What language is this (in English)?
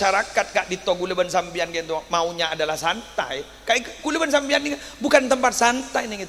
Madurese